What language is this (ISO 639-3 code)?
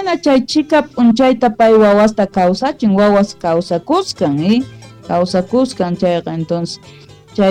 quh